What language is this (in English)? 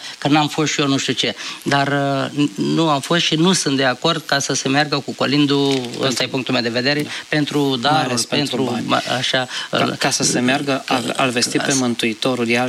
Romanian